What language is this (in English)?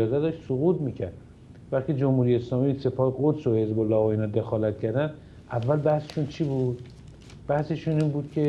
Persian